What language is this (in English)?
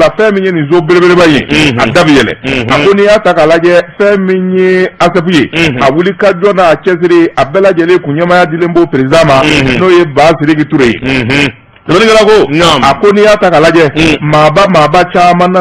Bambara